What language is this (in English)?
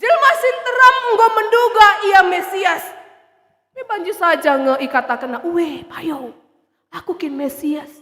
Batak Karo